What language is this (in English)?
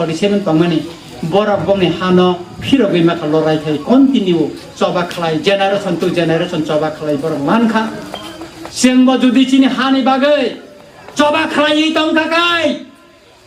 Kok Borok